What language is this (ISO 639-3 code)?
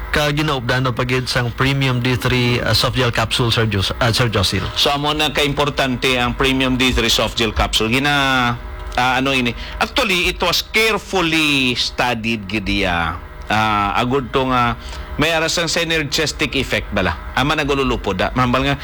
hil